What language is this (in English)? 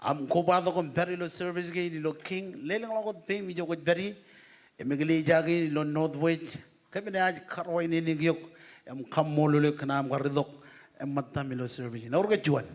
Marshallese